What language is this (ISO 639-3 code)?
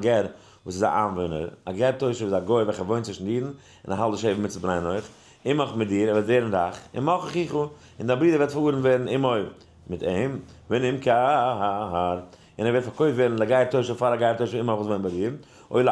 yid